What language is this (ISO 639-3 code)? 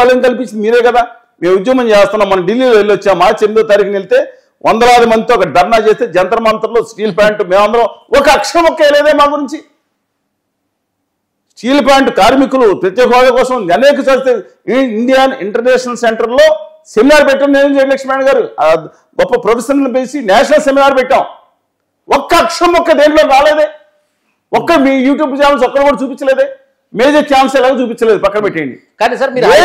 tel